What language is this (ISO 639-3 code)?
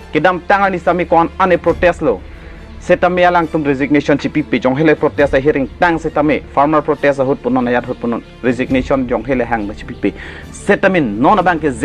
mjw